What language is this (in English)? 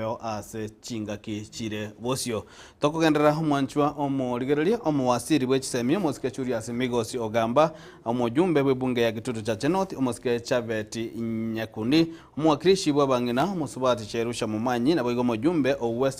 Gusii